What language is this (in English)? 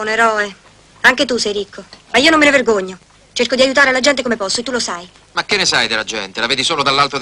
Italian